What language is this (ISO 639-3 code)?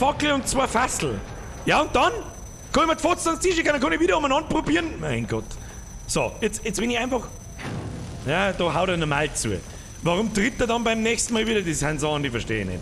bar